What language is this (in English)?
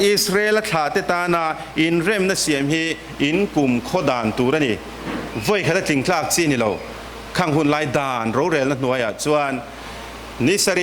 Mizo